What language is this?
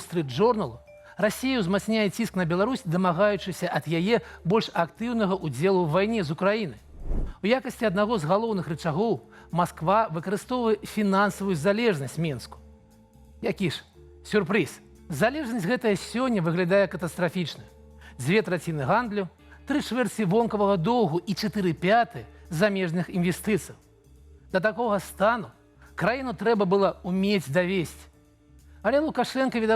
Belarusian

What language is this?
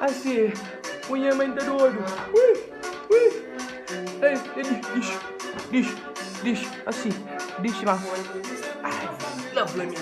Kabuverdianu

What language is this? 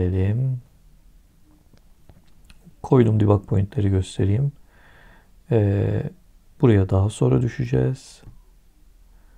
Turkish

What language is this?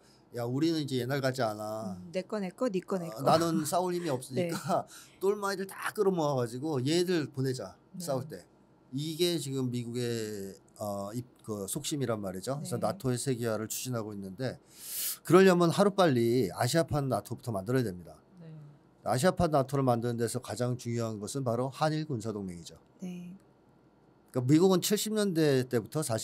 Korean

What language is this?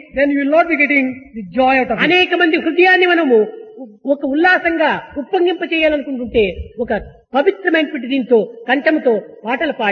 Telugu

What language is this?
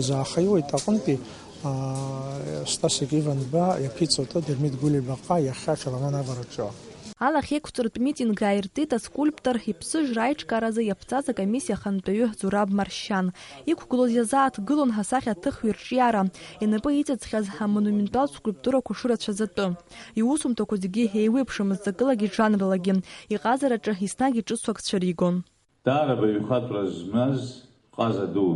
Abkhazian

